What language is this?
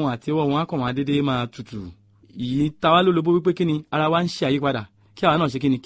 Yoruba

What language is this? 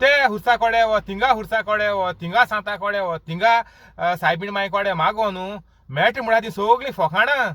Konkani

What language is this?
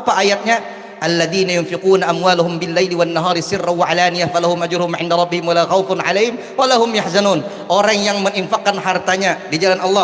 Banjar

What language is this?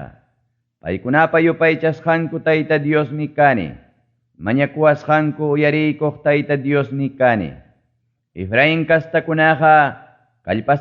Ayacucho Quechua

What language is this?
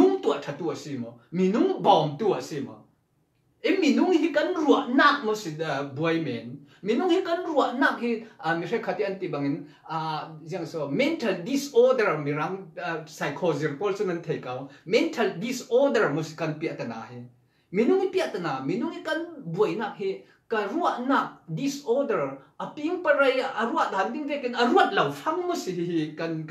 Falam Chin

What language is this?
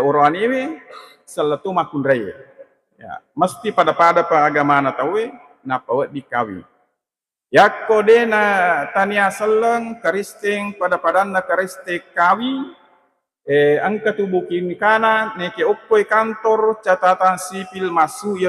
Buginese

